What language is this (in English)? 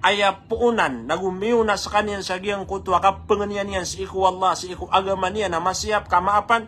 Maranao